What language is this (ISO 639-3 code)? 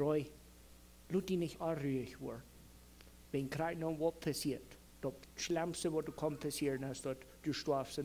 pdt